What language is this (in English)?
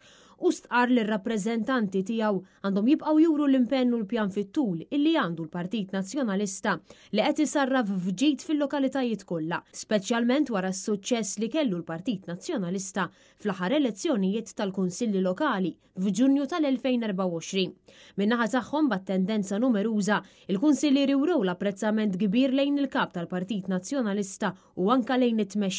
Maltese